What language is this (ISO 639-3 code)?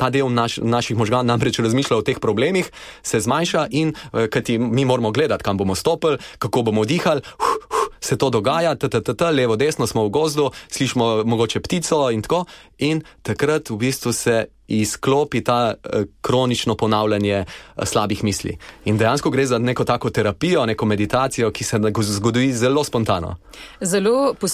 slv